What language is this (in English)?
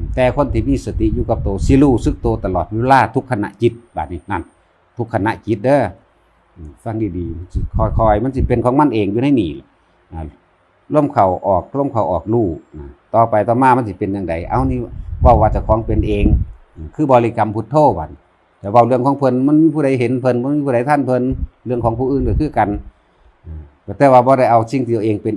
Northeastern Thai